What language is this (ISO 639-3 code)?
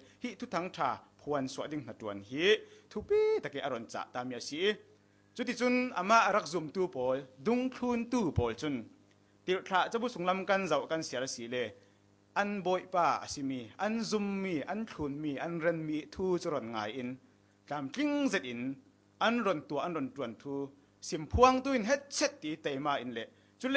cfm